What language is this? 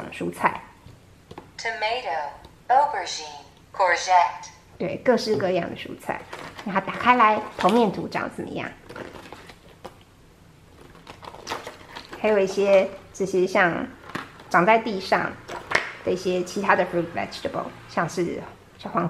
Chinese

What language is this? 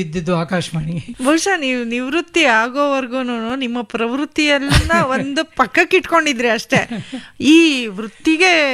Kannada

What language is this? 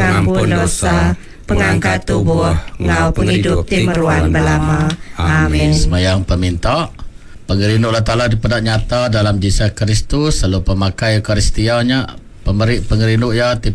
Iban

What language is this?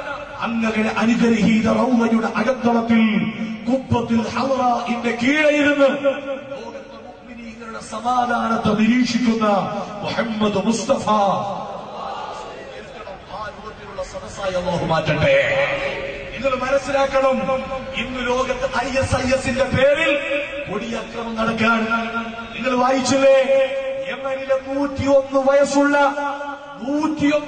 Malayalam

